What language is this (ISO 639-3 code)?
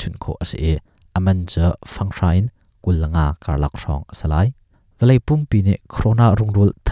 cnh